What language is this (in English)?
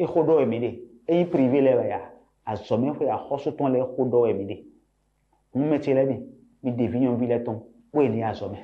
Fon